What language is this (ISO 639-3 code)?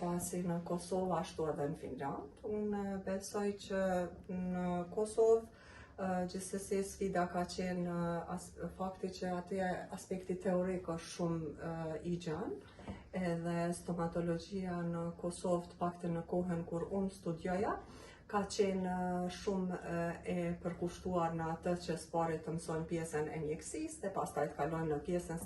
sqi